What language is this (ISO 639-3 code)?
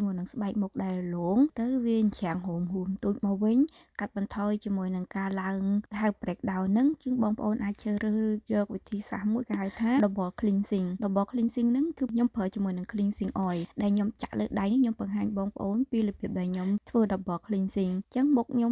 khm